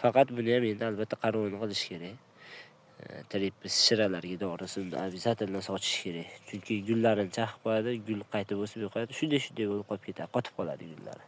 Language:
Uzbek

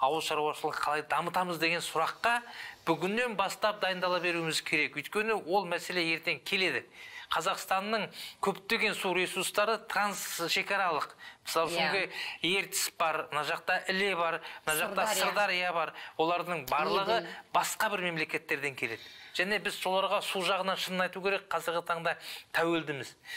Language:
Kazakh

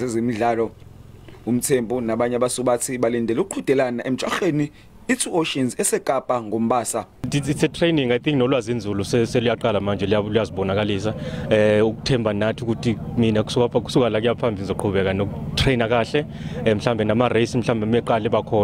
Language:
Zulu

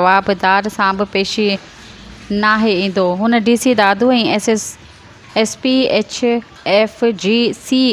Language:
Sindhi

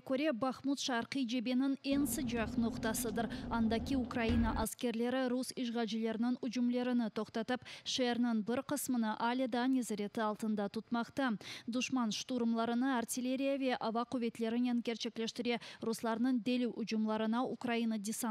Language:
Crimean Tatar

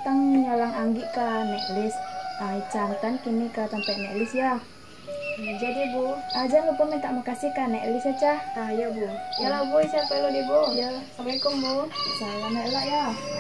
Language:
Minangkabau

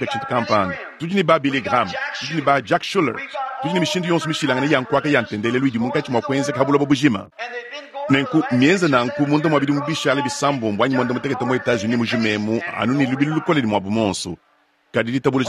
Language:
Luba-Lulua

